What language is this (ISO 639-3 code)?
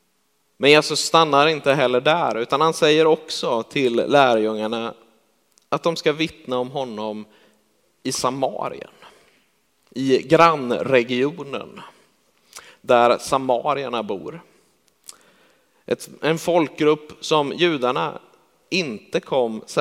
swe